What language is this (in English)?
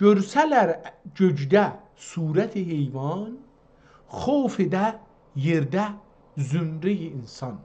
South Azerbaijani